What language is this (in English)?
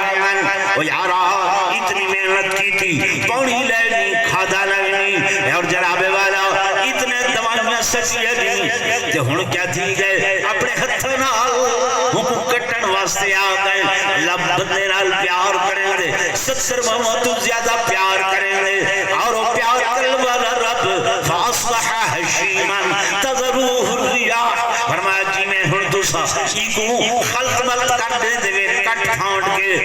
Saraiki